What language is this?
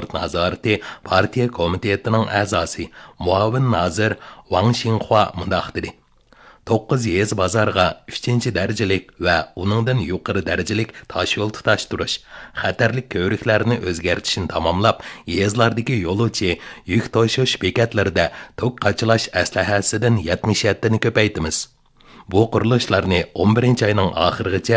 Uyghur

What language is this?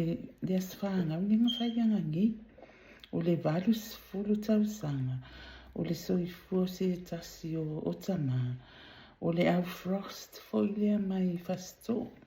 Samoan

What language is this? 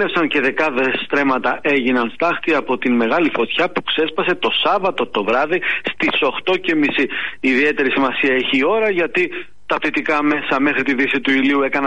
Greek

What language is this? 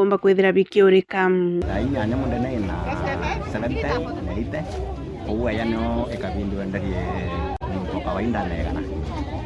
Meru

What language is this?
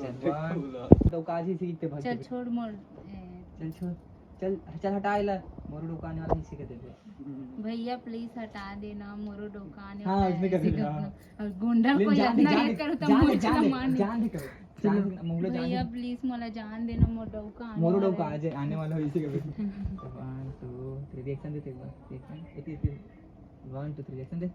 Chhattisgarhi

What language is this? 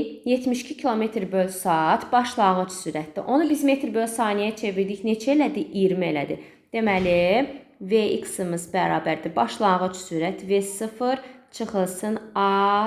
Azerbaijani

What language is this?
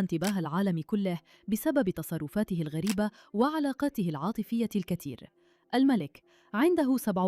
Egyptian Arabic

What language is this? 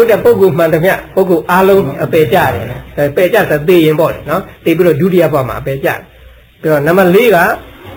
Burmese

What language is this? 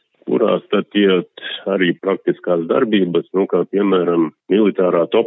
Latvian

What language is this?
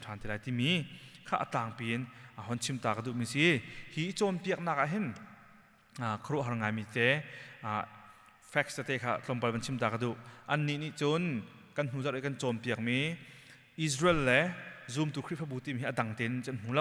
Hakha Chin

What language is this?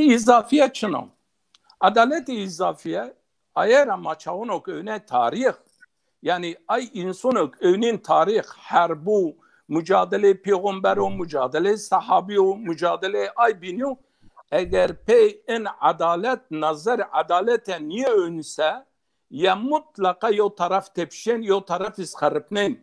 Zaza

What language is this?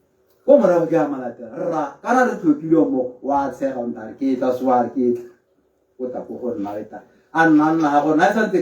Tswana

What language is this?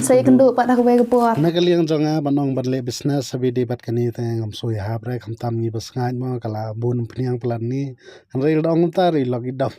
Khasi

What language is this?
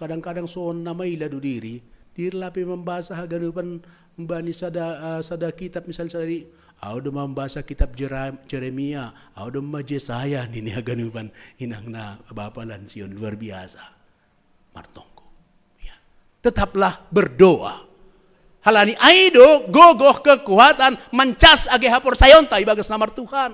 Batak Simalungun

